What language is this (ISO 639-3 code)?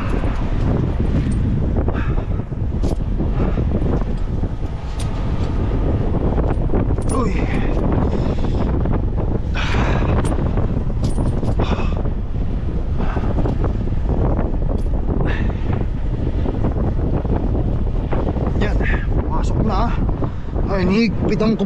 fil